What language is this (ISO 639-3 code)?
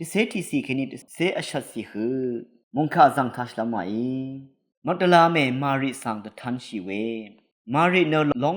raw